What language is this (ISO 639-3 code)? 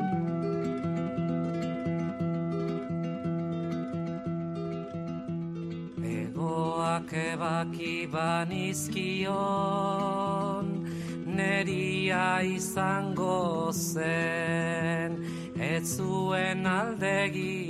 eus